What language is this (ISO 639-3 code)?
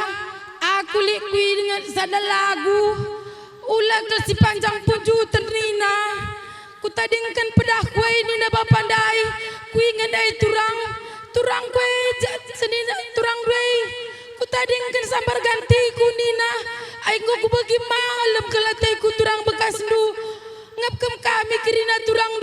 btx